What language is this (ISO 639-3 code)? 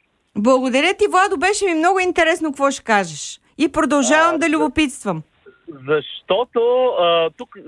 bul